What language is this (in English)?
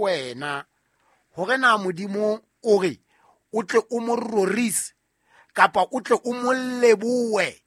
Southern Sotho